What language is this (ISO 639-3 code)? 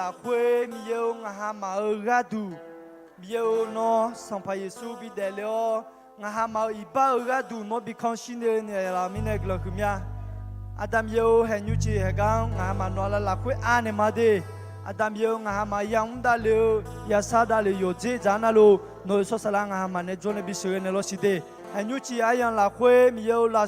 ahk